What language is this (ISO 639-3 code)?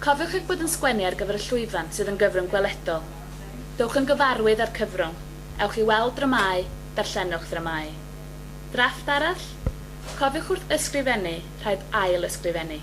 cym